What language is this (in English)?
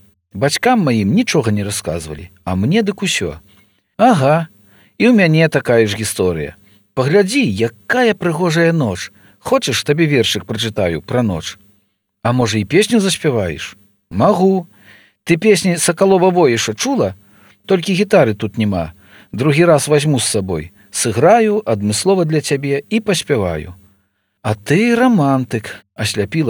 Belarusian